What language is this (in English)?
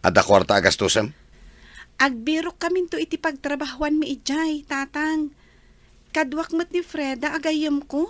Iloko